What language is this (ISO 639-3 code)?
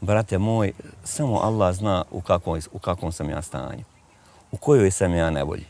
bos